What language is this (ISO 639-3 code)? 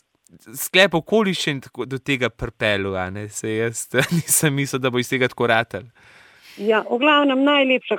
slv